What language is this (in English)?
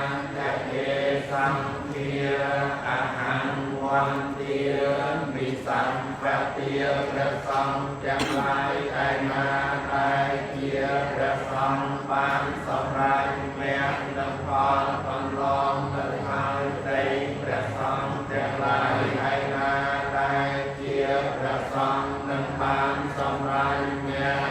Khmer